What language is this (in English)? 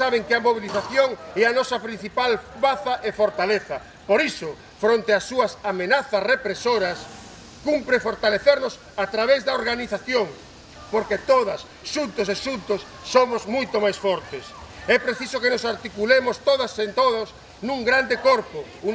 Galician